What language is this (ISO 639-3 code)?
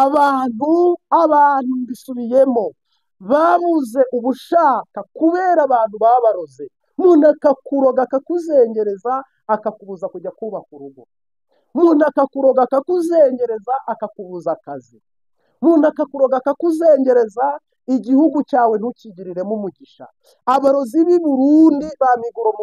kin